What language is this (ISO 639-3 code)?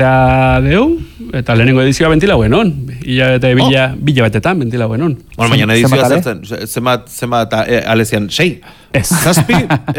eus